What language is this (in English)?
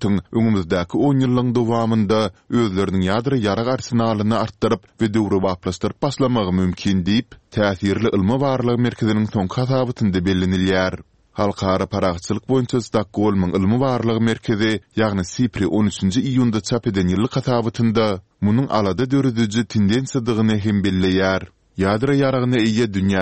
Turkmen